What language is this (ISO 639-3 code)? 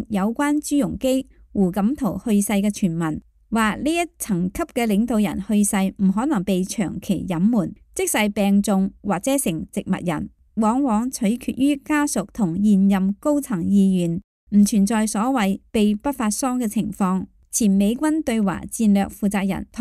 yue